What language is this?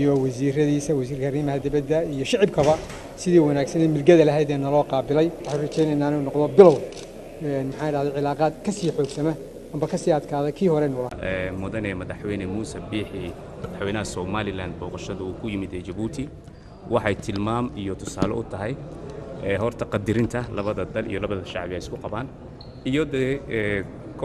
Somali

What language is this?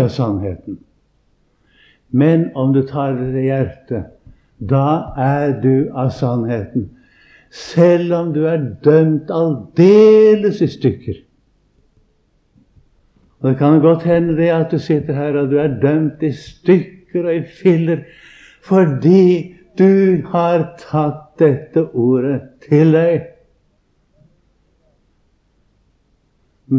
Norwegian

